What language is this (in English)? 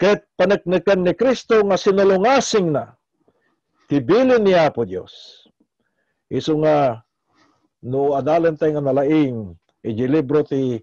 Iloko